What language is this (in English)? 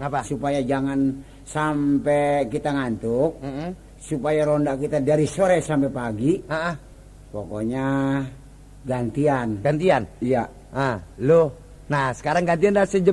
Betawi